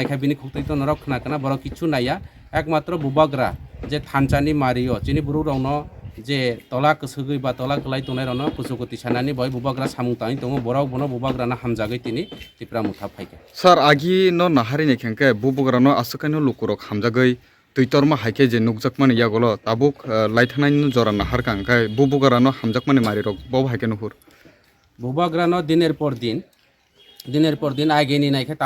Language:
Kok Borok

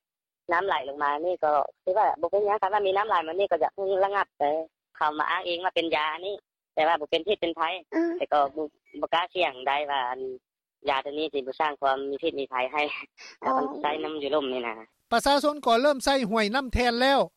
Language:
Lao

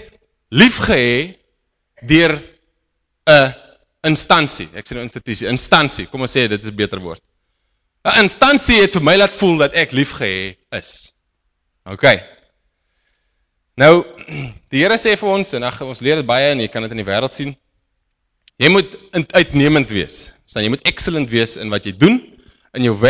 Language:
Afrikaans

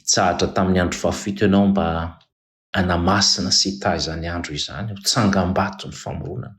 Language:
Malagasy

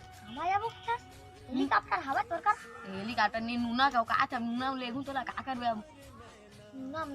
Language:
Chhattisgarhi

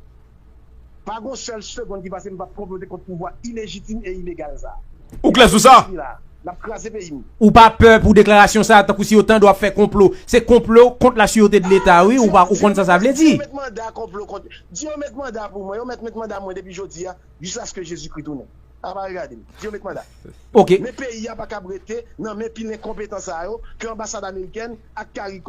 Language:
Haitian Creole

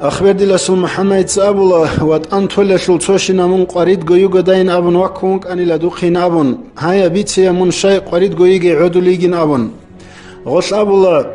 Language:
Avaric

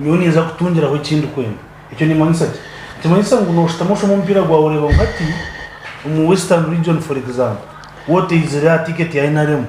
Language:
Nyankole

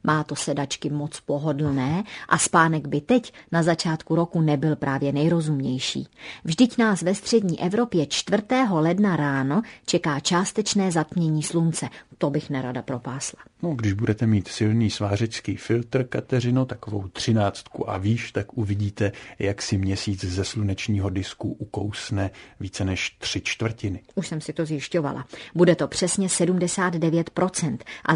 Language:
Czech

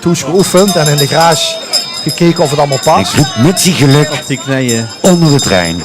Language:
Limburgish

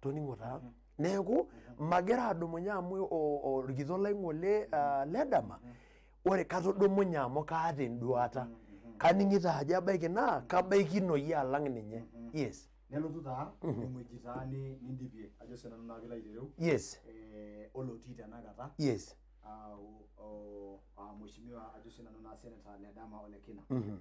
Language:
Masai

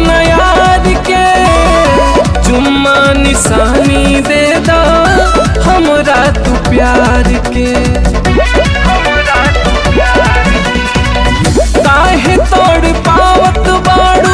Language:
Bhojpuri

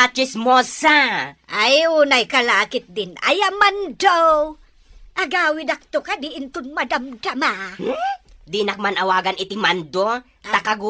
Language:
Iloko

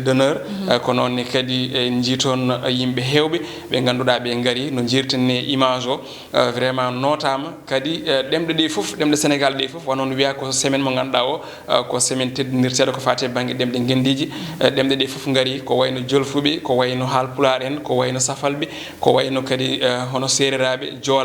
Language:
Fula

